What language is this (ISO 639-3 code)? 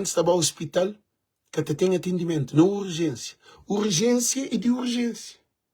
kea